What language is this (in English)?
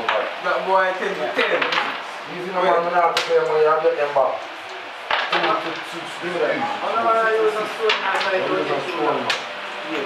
Jamaican Creole English